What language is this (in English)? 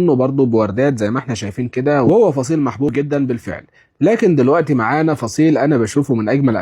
Egyptian Arabic